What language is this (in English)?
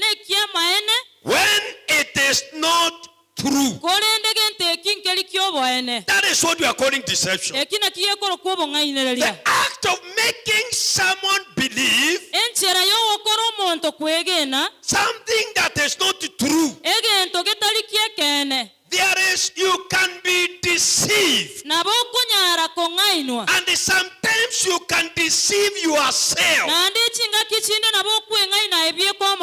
Gusii